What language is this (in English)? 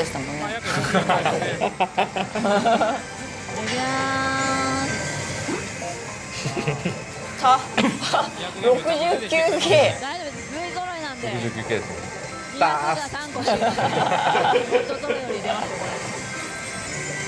Japanese